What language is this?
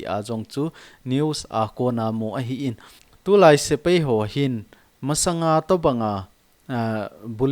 Thado Chin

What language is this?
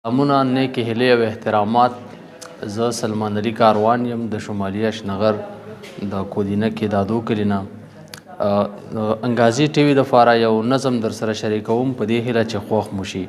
Pashto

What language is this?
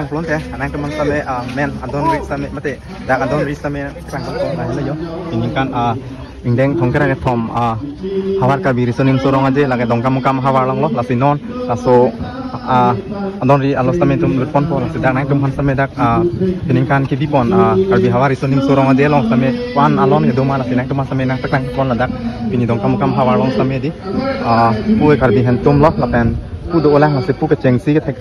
Karbi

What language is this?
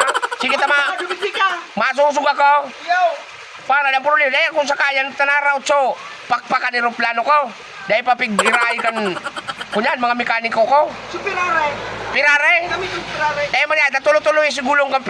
Bikol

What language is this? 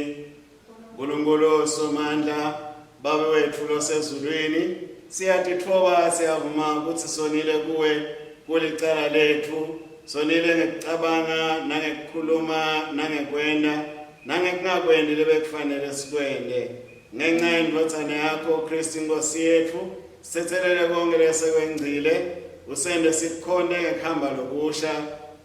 Swati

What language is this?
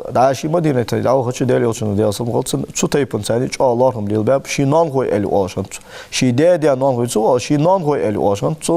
Ingush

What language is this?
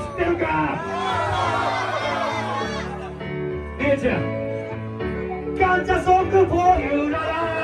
Japanese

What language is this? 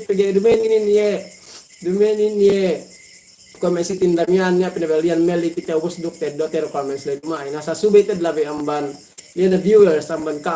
Yakan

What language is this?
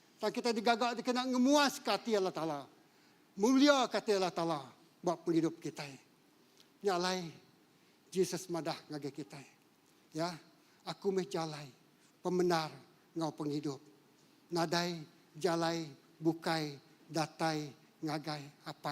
Iban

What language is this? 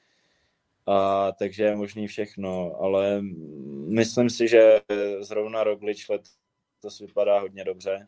Czech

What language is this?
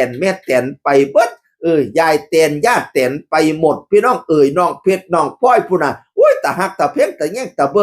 Northeastern Thai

